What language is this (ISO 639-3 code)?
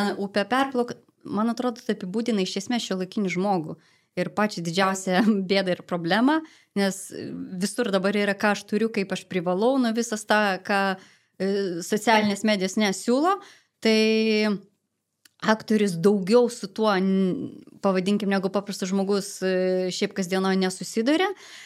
lit